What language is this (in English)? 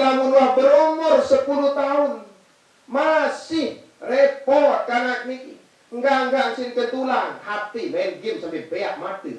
Sasak